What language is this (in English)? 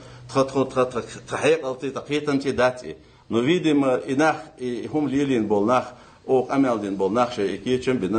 Ingush